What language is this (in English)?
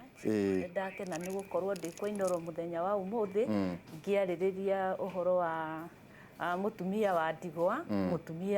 Kikuyu